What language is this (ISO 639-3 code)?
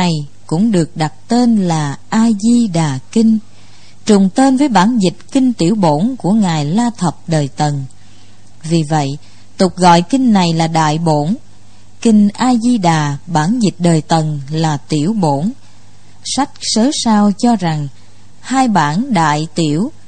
vie